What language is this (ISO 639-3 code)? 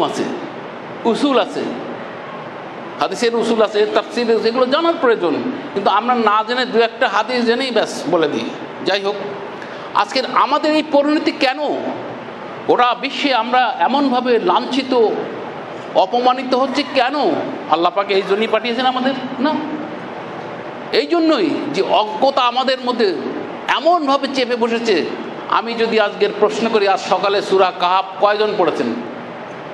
ben